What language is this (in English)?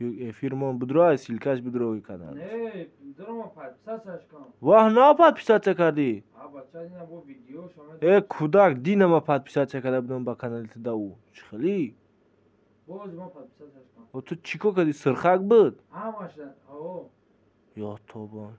Tajik